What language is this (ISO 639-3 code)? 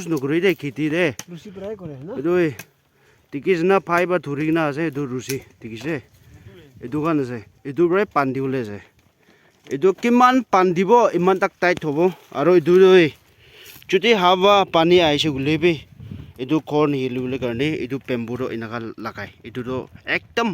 nag